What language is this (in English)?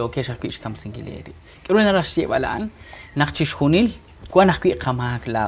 Kekchí